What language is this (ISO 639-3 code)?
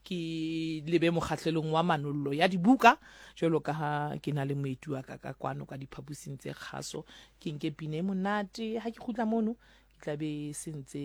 sot